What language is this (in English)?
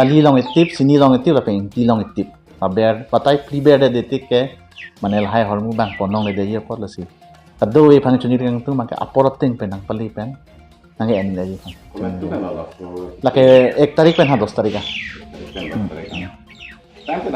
Karbi